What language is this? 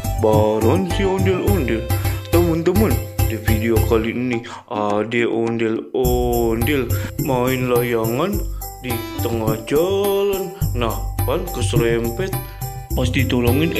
Betawi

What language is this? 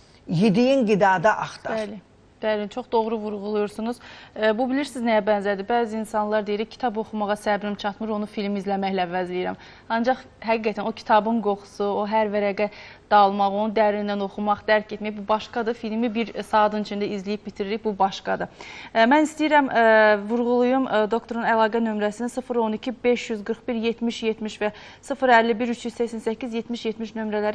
Azerbaijani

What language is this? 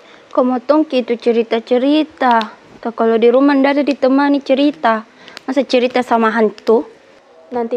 Makassar Malay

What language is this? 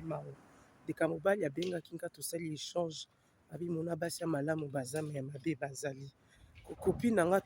Lingala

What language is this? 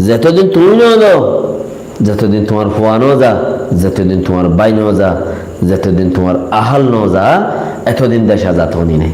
Rohingya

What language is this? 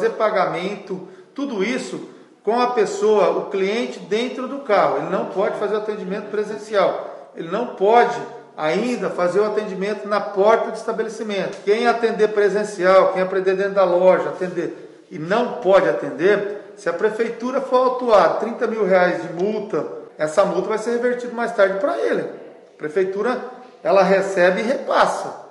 Portuguese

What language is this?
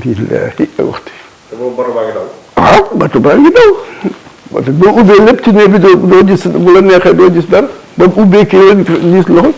Wolof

